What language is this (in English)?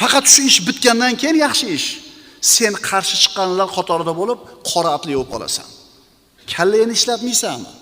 Uzbek